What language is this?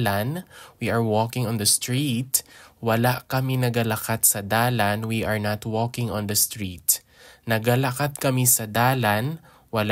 Hiligaynon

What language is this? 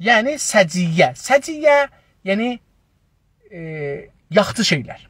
South Azerbaijani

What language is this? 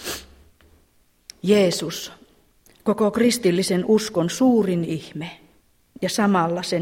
Finnish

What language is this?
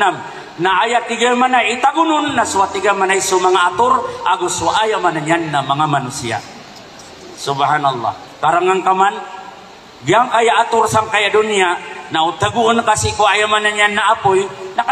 Maranao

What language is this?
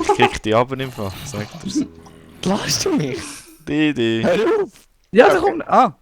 Swiss German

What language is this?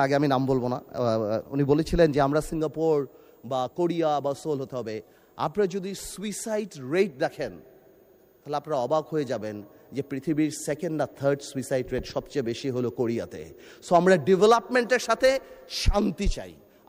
Bangla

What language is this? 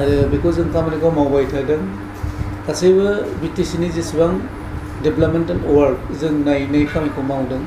Bodo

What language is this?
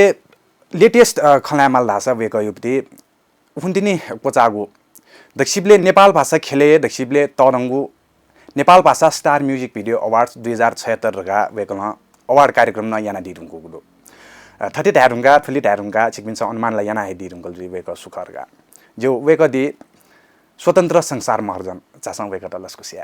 Newari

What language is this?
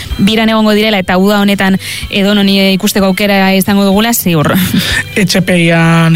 Basque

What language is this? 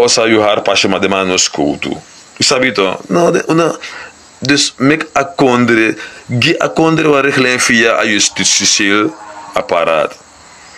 Sranan Tongo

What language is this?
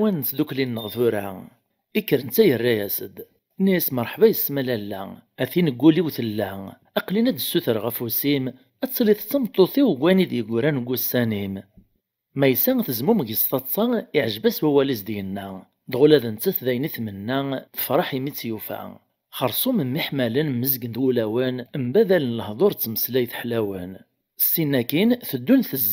Kabyle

